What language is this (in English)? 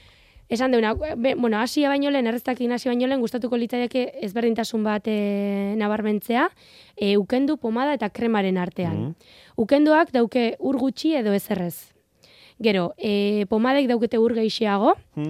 Basque